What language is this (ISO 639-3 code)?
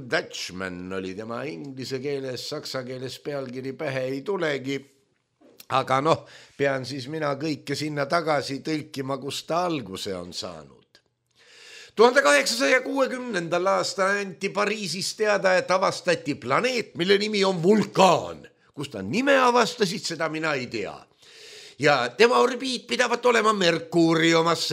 est